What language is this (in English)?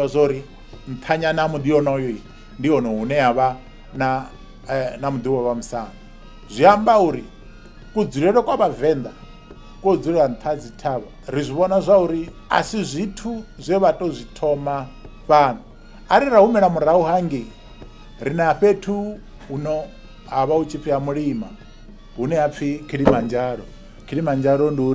Venda